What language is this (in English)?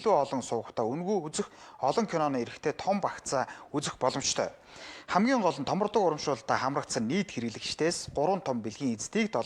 Mongolian